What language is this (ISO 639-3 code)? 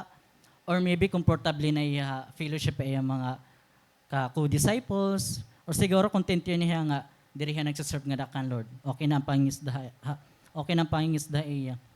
war